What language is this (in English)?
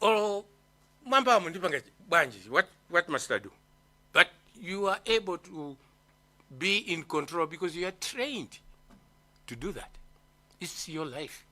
Nyanja